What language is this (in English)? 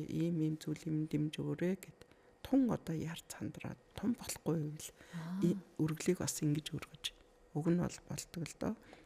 Mongolian